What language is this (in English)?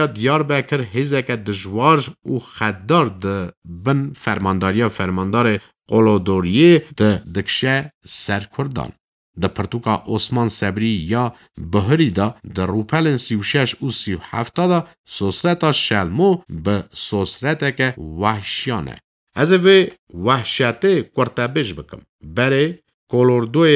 Kurdish